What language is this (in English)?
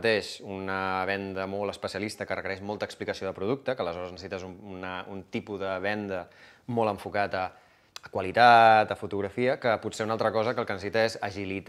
Catalan